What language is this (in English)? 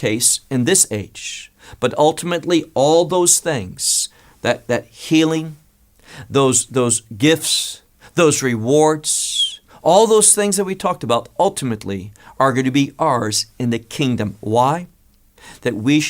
English